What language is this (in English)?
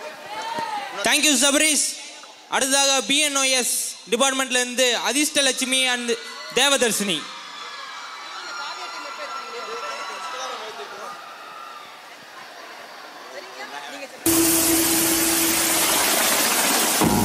Tamil